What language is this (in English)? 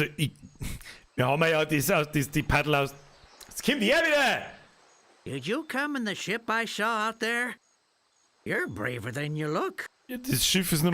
Bavarian